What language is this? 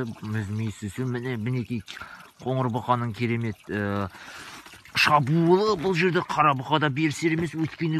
Kazakh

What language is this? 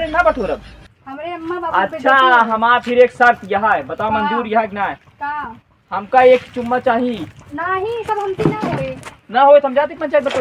Awadhi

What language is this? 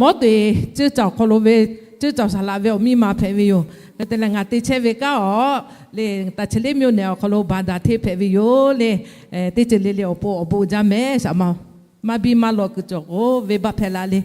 Lahu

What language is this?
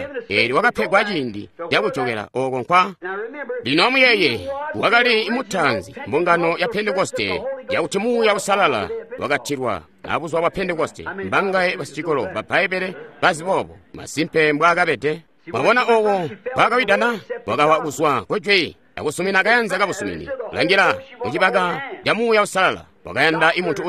Tonga (Zambia)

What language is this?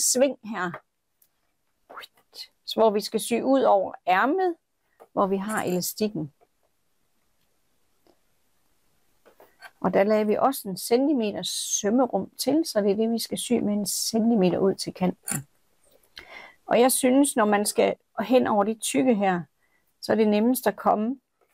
Danish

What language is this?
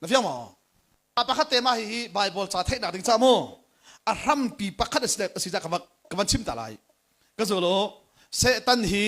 Hakha Chin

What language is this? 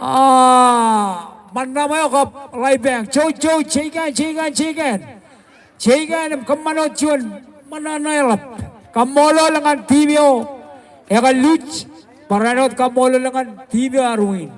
Marshallese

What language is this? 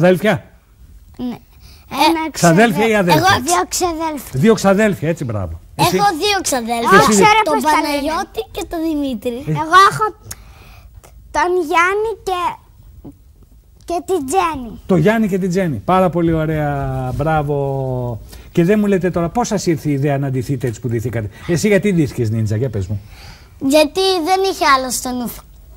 Greek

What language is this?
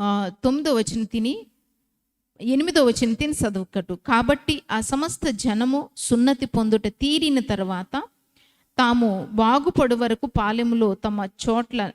Koya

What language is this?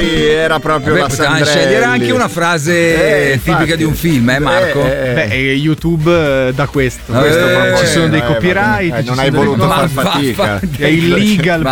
Italian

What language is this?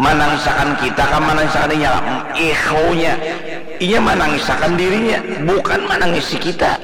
Banjar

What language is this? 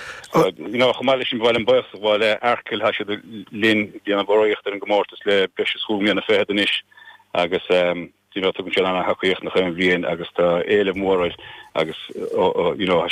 Irish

